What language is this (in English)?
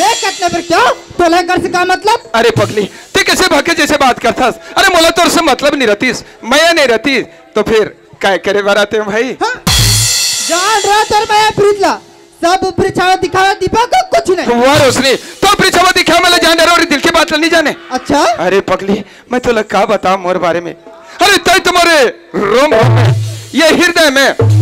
Chhattisgarhi